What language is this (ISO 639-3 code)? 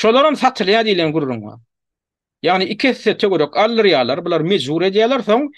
tuk